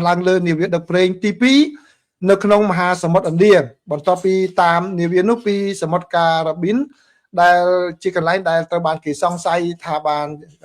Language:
Khmer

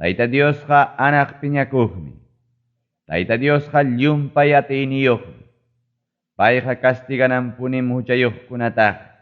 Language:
Ayacucho Quechua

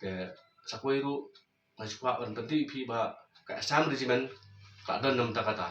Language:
Khasi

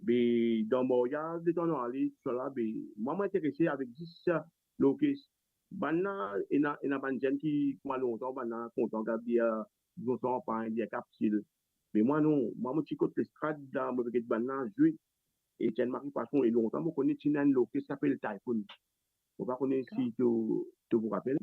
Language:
Morisyen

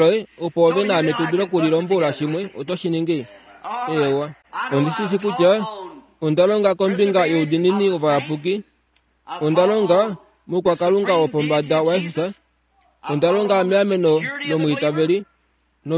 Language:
Kuanyama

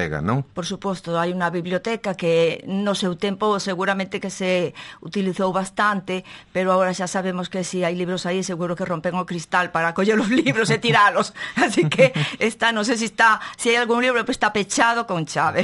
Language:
Galician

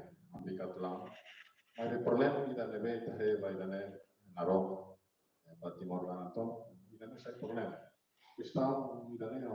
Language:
Tetum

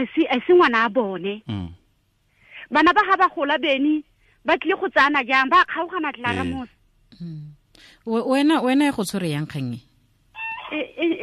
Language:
Tswana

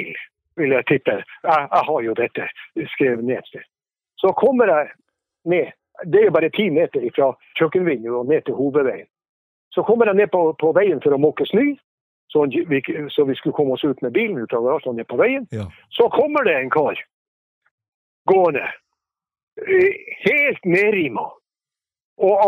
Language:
Norwegian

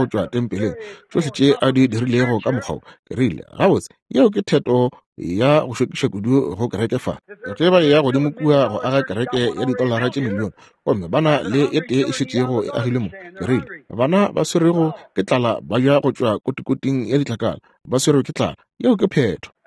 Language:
Northern Sotho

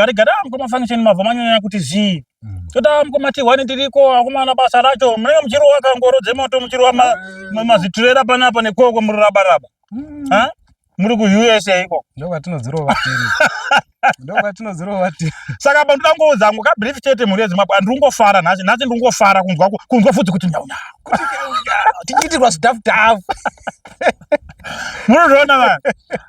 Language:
Shona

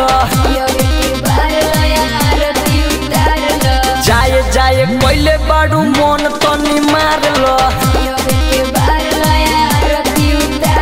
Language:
Bhojpuri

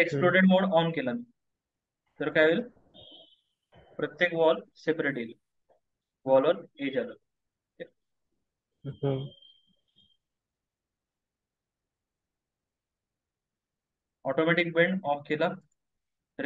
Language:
Marathi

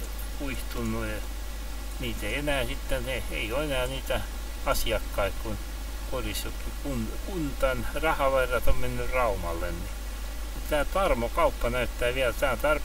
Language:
Finnish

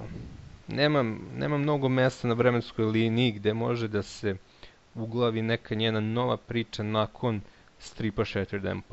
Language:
Serbian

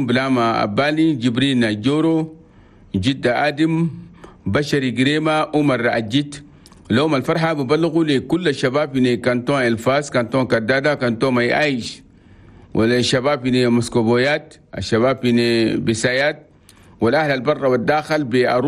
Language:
Chadian Arabic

